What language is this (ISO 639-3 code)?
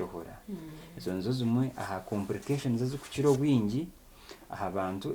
nyn